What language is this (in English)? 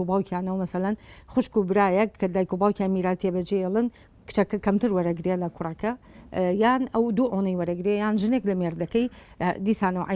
Central Kurdish